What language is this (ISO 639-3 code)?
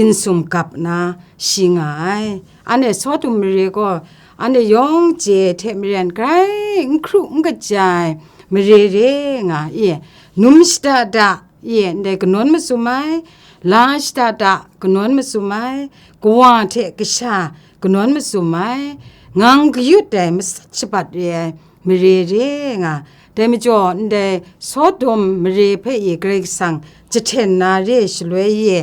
kac